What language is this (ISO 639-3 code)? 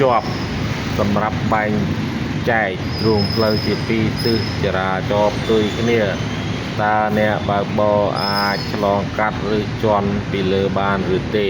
khm